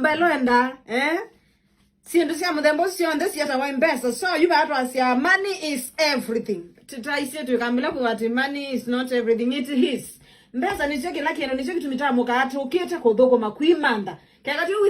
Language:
Kamba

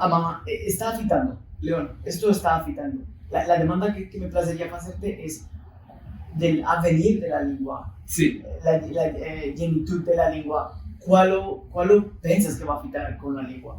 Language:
Ladino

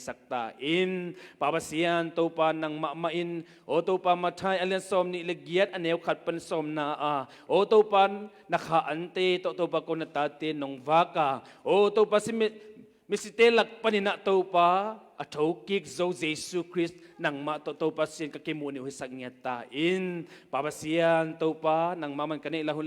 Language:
Tedim Chin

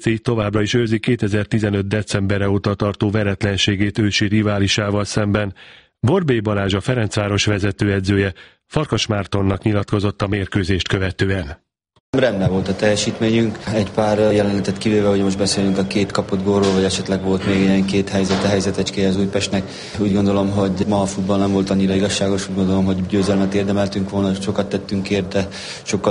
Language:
Hungarian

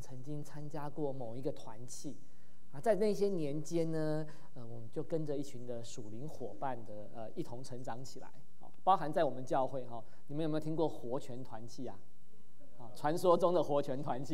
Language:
Chinese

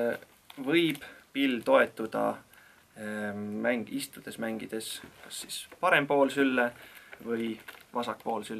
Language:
Estonian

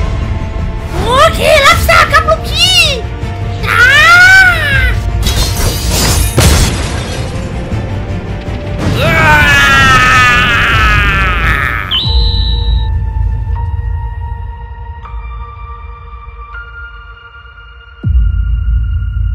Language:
Thai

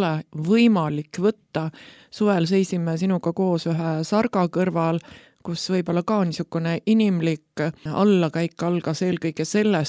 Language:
Estonian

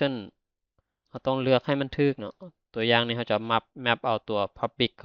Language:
Lao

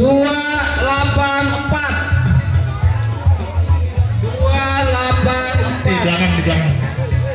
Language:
Banjar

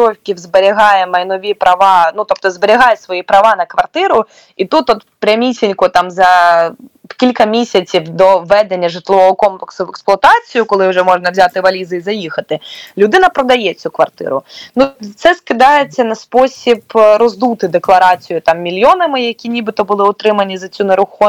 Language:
Ukrainian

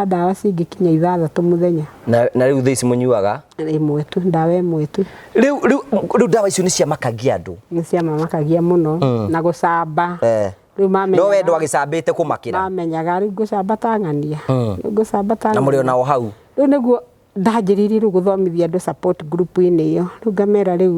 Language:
Kikuyu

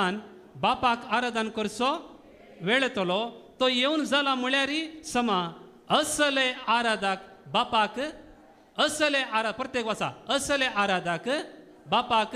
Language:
Konkani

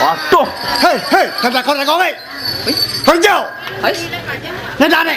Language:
Balinese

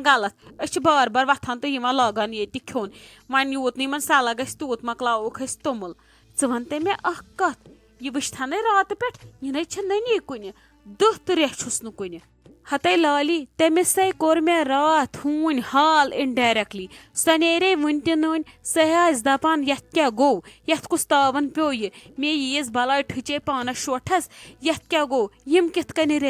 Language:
Kashmiri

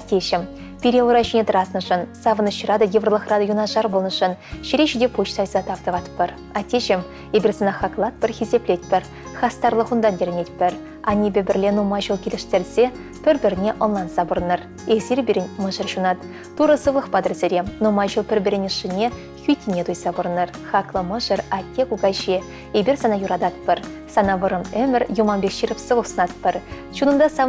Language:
Chuvash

